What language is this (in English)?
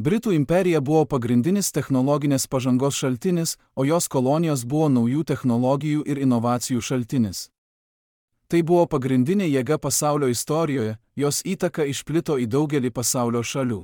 Lithuanian